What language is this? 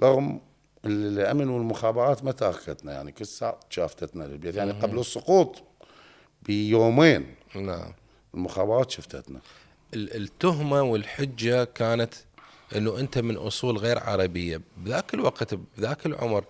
Mesopotamian Arabic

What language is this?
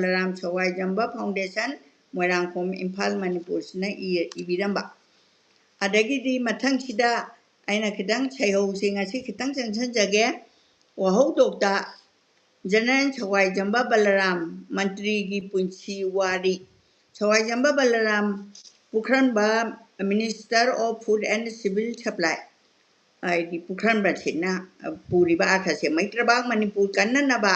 Manipuri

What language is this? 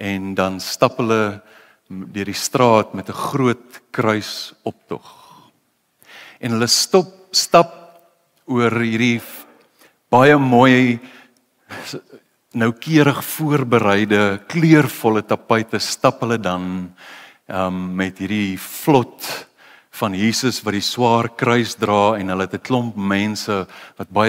Afrikaans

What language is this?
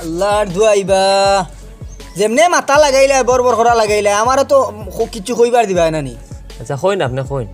Sylheti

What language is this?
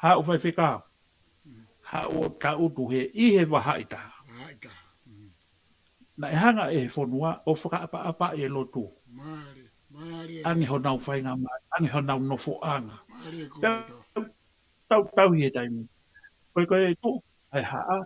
Tongan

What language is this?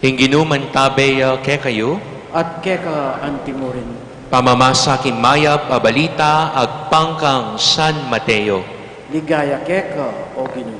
Pampanga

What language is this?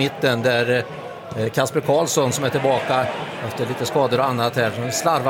Swedish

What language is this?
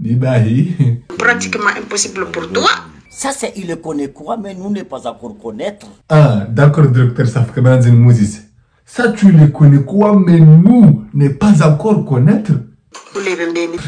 Ngazidja Comorian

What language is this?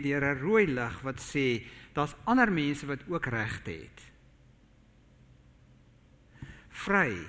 Afrikaans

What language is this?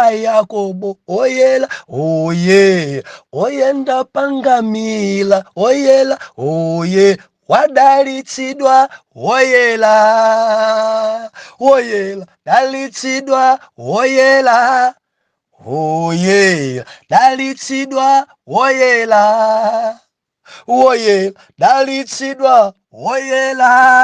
Nyanja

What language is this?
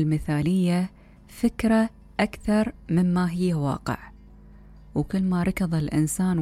Mesopotamian Arabic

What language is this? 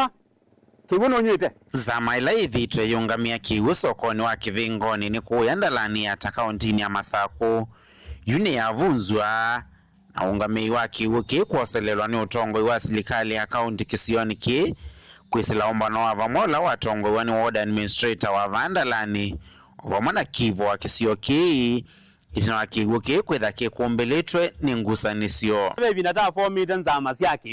Kamba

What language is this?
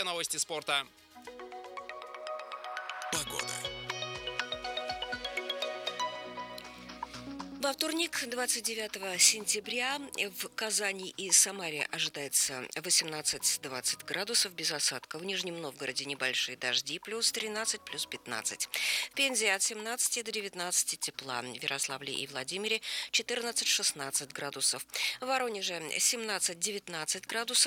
Russian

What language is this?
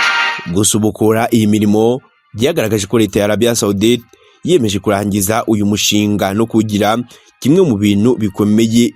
Kinyarwanda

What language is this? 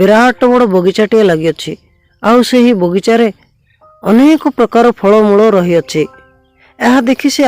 Odia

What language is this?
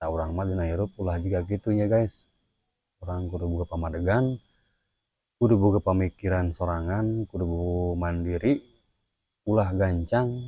Sundanese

